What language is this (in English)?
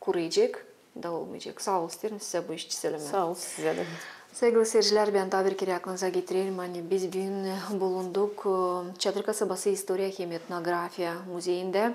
Gagauz